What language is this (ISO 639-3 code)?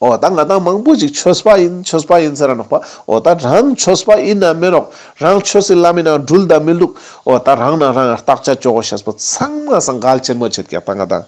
lbj